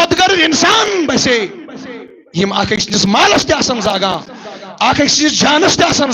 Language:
Kashmiri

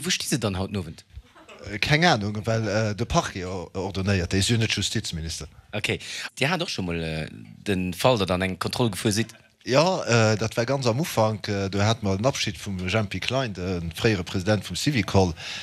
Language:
Luxembourgish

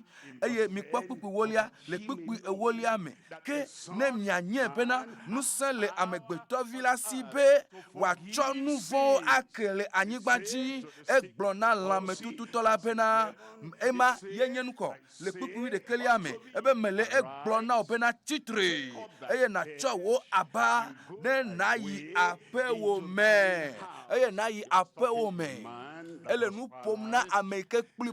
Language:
Ewe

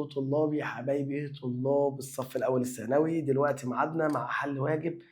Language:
Egyptian Arabic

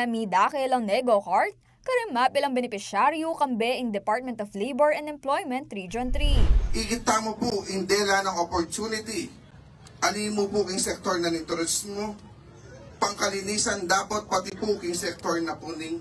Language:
Pampanga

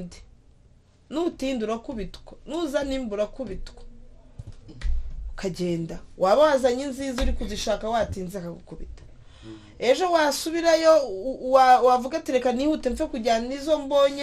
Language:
Kinyarwanda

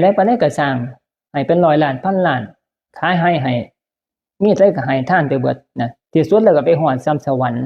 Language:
Northeastern Thai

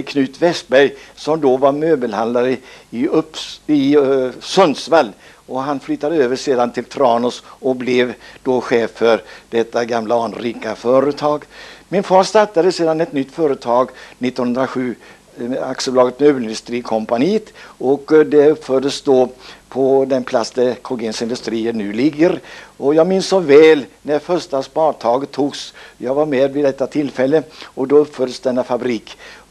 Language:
Swedish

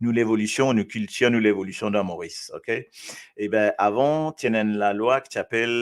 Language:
Morisyen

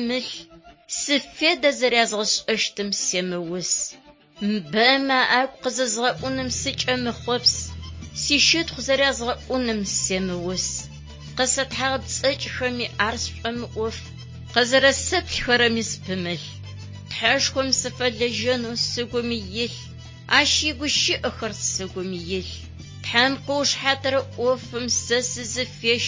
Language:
Adyghe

